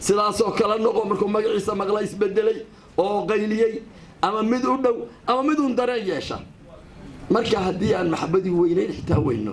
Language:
Somali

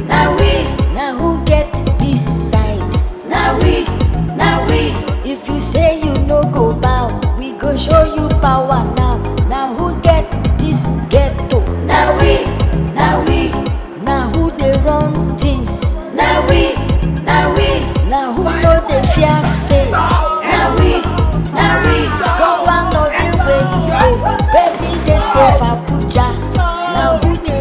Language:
Nigerian Pidgin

